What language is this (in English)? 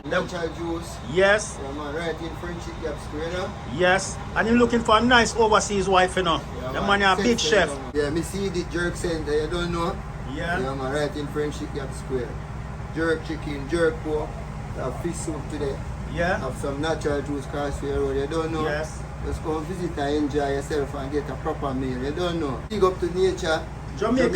Jamaican Creole English